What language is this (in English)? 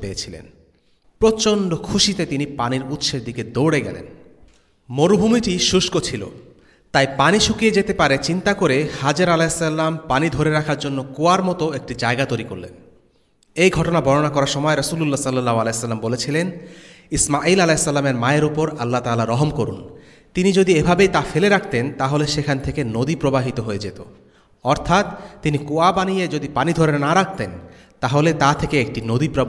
Bangla